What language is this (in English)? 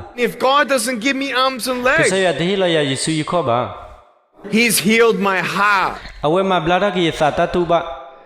S'gaw Karen